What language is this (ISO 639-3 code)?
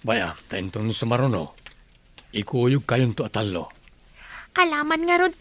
ilo